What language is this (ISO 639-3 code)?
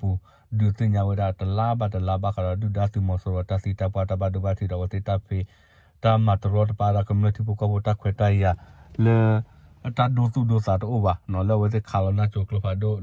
ksw